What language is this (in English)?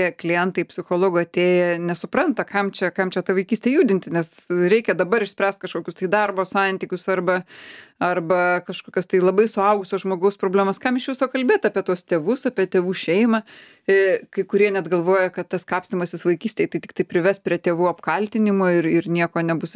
Lithuanian